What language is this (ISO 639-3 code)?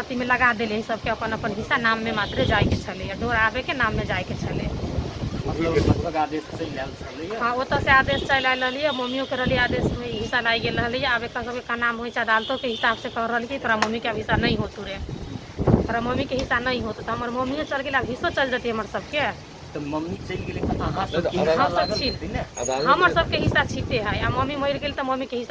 mai